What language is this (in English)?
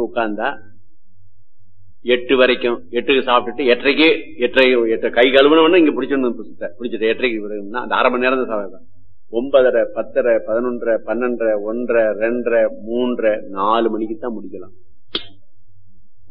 Tamil